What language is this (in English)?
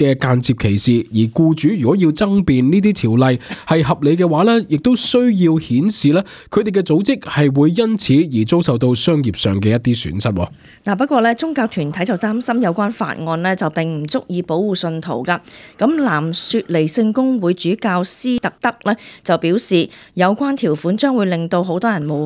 Cantonese